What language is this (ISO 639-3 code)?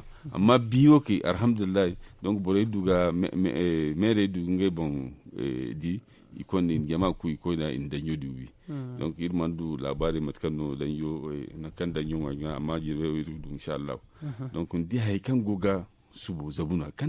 dje